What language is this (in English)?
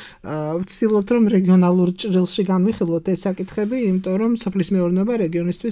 Georgian